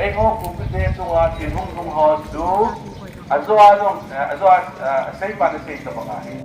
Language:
Paite Chin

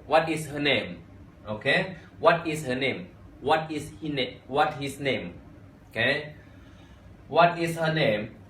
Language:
Shan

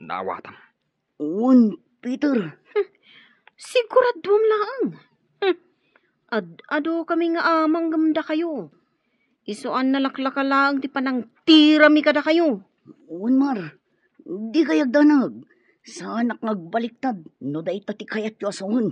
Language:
Iloko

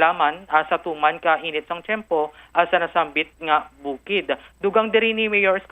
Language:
Hiligaynon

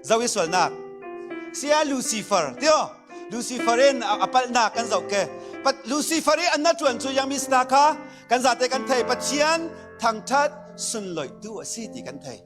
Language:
Falam Chin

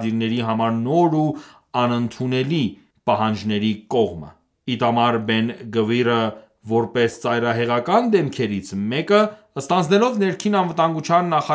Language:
Armenian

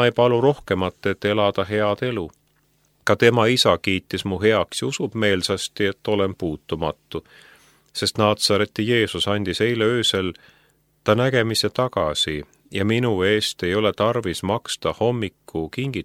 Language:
Estonian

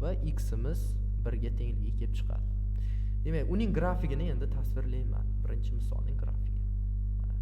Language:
Uzbek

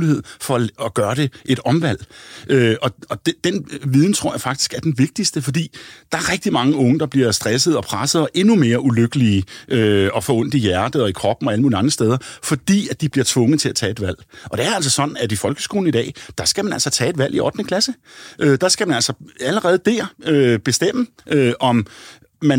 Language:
Danish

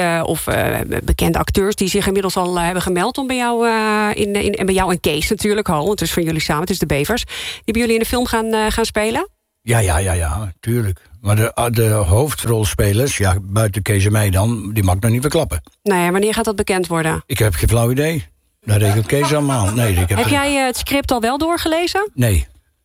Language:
Dutch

